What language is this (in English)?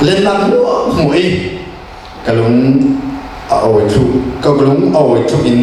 Falam Chin